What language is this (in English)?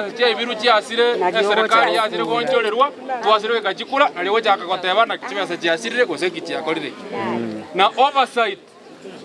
Gusii